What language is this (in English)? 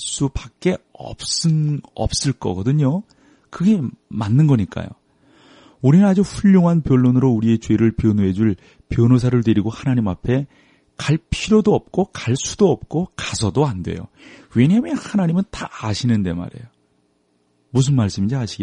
Korean